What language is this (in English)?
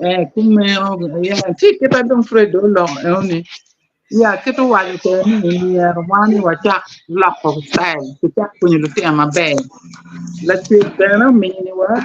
Acoli